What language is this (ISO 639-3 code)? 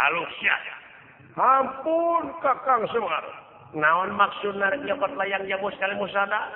sun